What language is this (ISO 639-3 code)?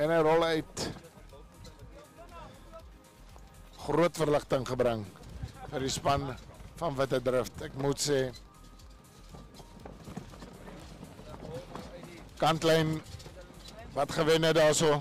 afr